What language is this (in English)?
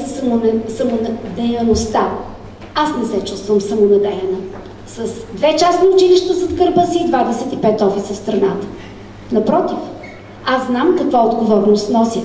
Bulgarian